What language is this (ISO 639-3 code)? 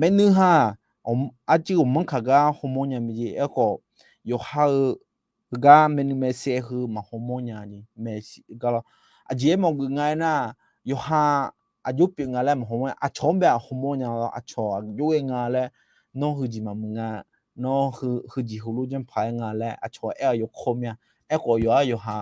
ahk